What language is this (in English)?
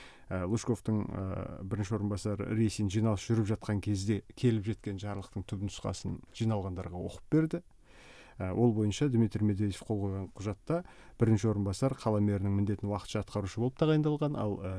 Kazakh